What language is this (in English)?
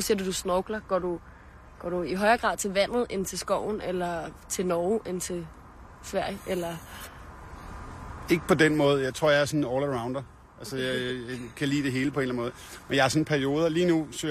Danish